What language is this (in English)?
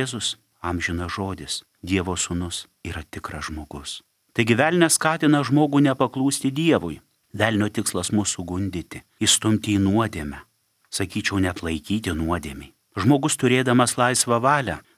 Lithuanian